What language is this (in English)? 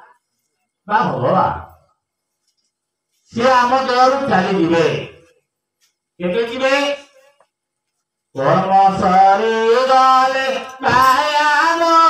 Odia